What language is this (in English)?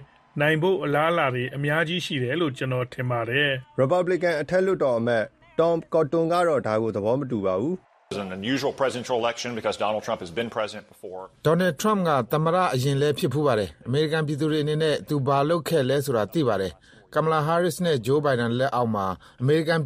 Burmese